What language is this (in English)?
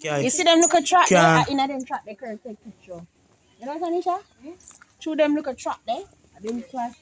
Jamaican Creole English